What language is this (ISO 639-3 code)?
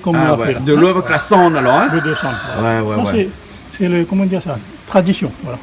rcf